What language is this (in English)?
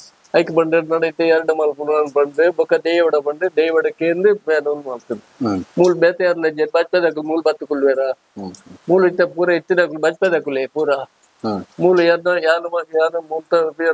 Tulu